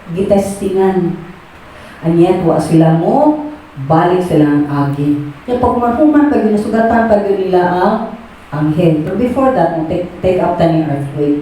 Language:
Cebuano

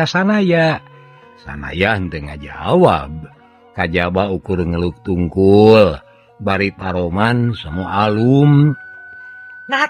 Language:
Sundanese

